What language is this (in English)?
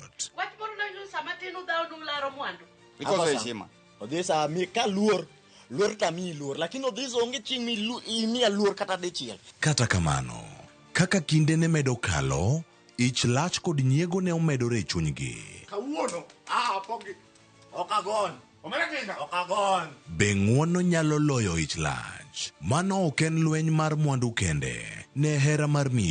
Luo (Kenya and Tanzania)